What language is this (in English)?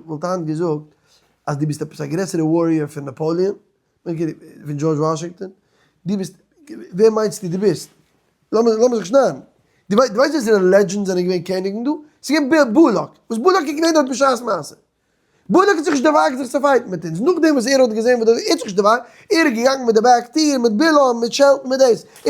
Yiddish